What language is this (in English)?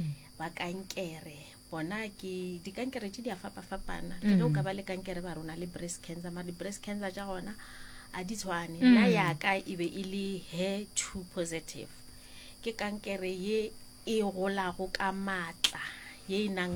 Northern Sotho